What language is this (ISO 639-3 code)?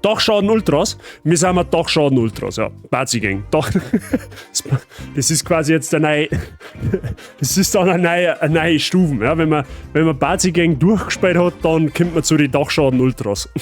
bar